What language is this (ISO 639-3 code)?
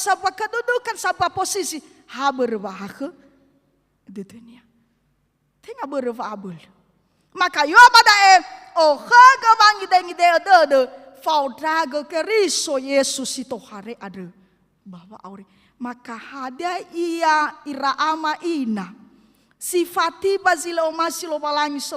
nia